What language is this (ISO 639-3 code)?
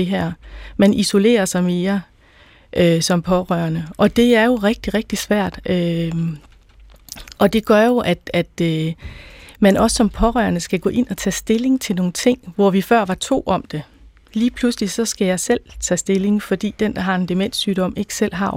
dan